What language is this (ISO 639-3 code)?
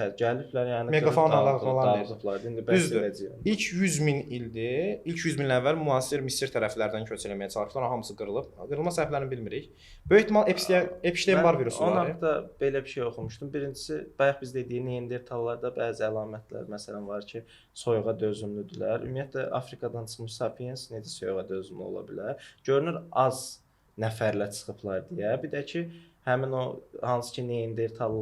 aze